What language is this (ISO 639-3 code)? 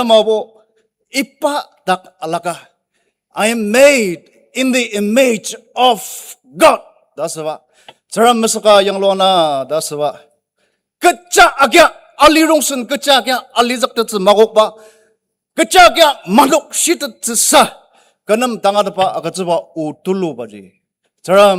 njo